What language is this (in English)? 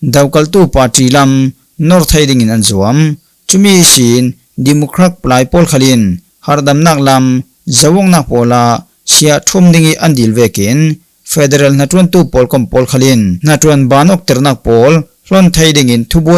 Falam Chin